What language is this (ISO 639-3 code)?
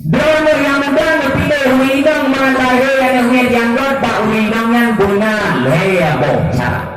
ace